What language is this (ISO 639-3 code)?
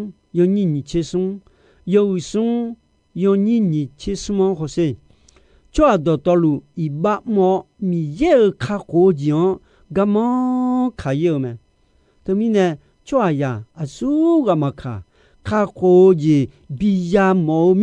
ahk